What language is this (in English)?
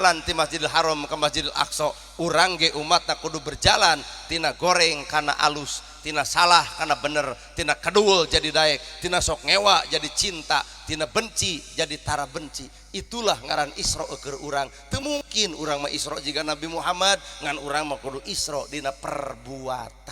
Sundanese